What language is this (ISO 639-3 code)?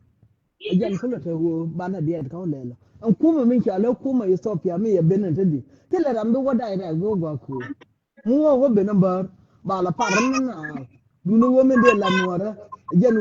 nus